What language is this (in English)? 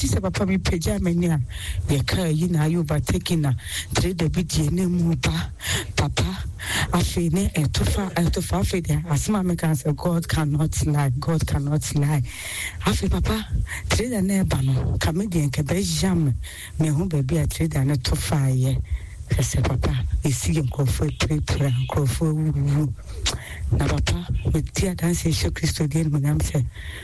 Akan